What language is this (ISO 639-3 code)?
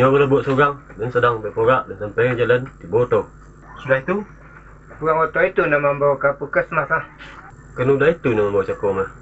min